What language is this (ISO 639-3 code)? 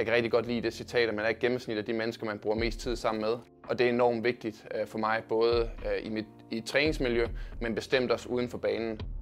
dan